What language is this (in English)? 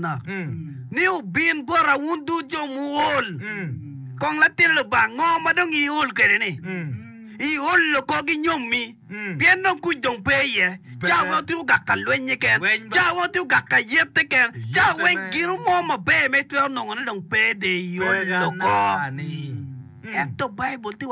Acoli